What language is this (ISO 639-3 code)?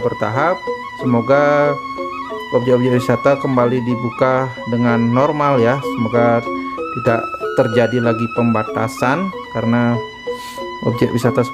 ind